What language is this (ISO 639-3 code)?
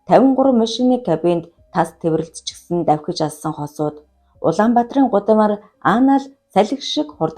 mon